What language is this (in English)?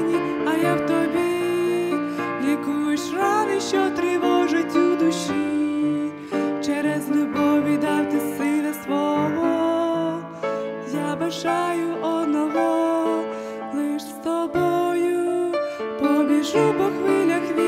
Ukrainian